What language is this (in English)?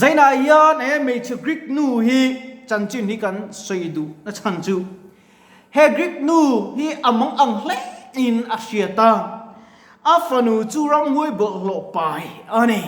Mizo